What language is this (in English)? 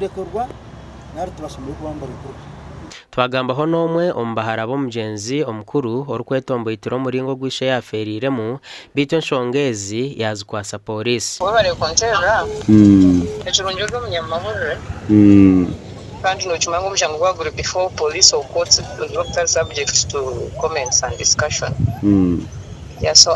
Nyankole